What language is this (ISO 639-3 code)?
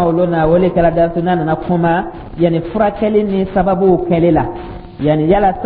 dyu